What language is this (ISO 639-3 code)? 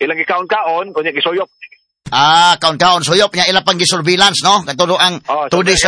ceb